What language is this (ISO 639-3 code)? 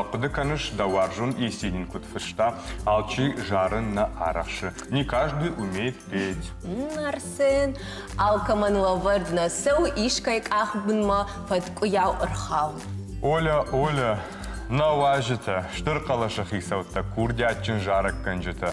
oss